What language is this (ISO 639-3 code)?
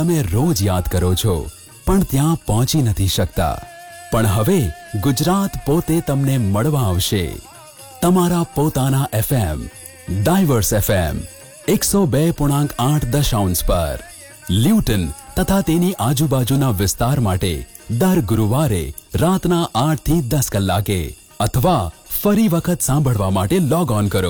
guj